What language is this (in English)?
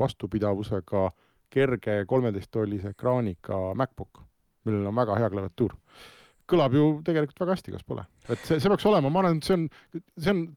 Estonian